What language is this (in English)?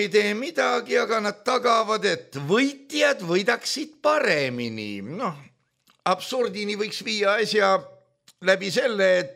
Estonian